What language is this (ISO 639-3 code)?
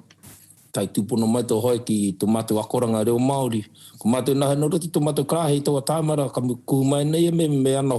mri